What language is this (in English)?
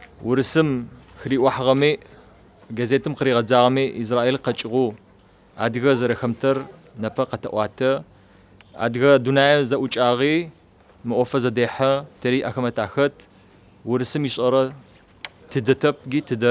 Adyghe